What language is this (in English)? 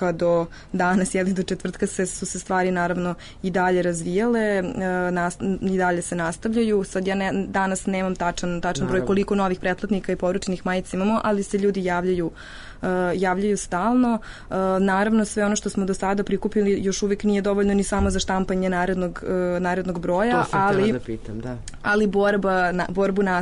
Serbian